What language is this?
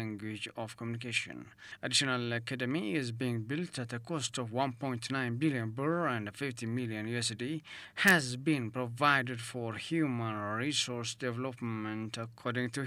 English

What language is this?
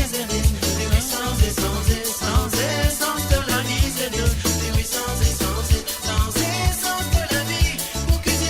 Morisyen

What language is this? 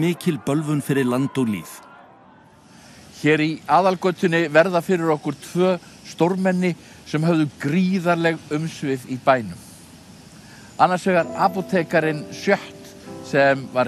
Icelandic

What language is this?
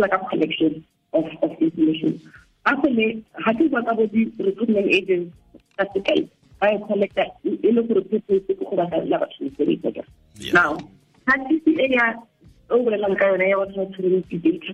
Tswana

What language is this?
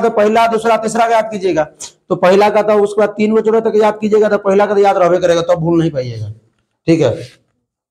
Hindi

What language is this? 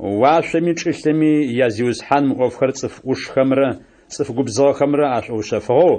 Adyghe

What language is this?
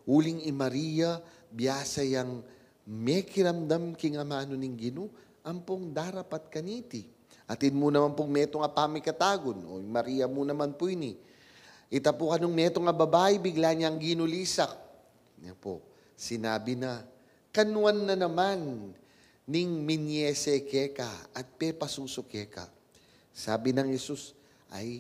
Pampanga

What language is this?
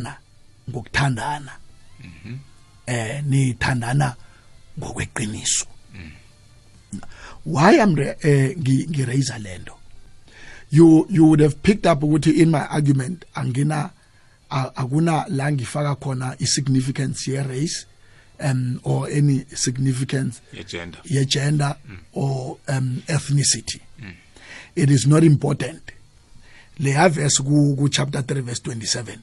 South Ndebele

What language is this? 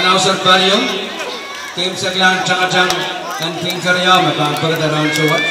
Pohnpeian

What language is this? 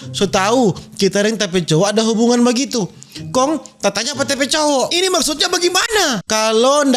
Manado Malay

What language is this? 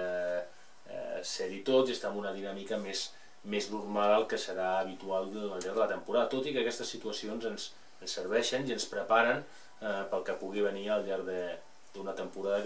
Catalan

